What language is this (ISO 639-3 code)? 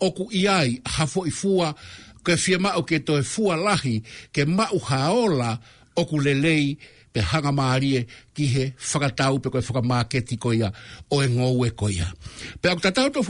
ton